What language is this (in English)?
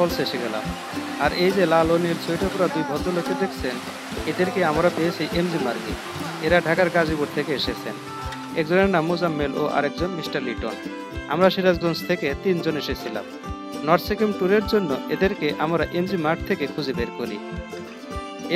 Bangla